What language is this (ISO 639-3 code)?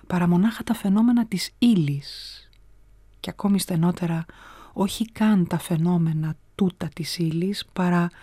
ell